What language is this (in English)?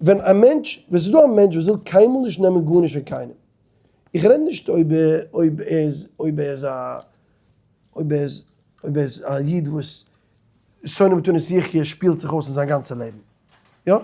Yiddish